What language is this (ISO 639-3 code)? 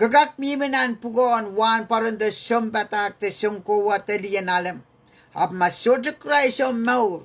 pon